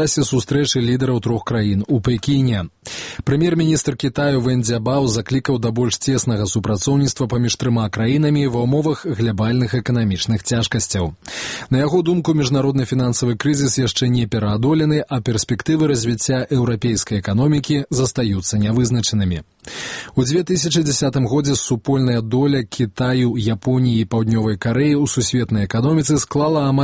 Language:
Belarusian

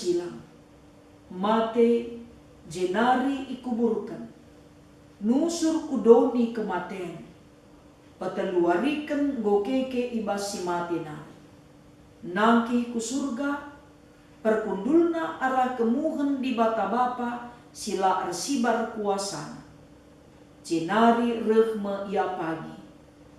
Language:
Batak Karo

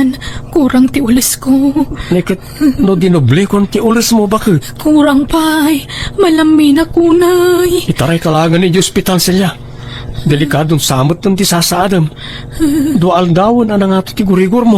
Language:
Iloko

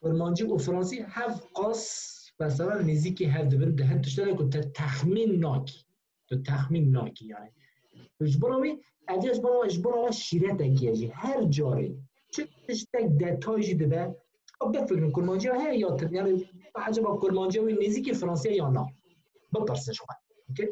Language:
Kurdish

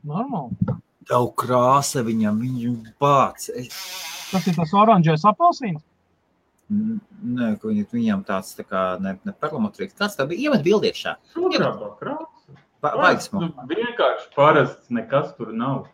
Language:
Latvian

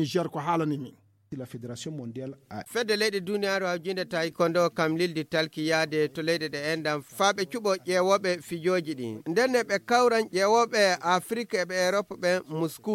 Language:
Fula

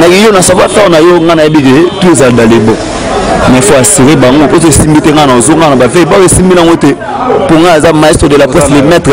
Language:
Lingala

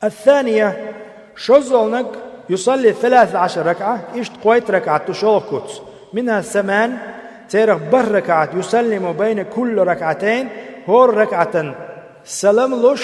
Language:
Chechen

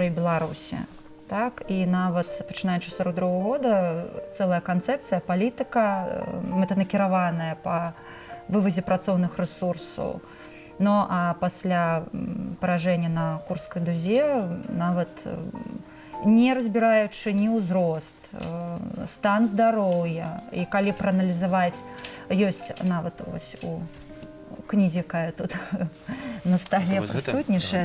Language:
Belarusian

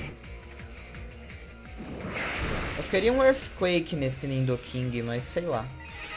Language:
Portuguese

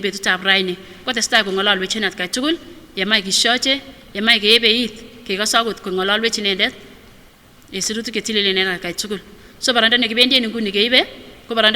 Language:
Kipsigis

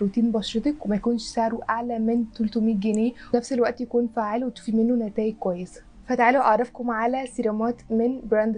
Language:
Egyptian Arabic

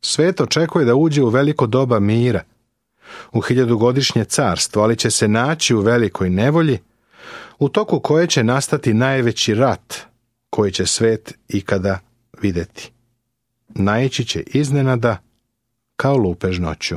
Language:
Serbian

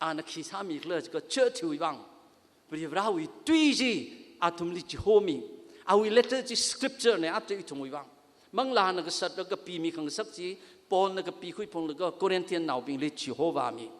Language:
Tangkhul Naga (India)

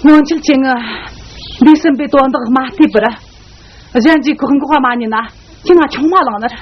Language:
Tibetan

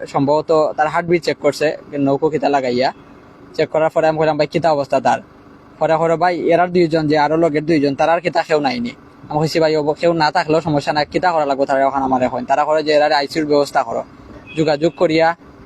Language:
Sylheti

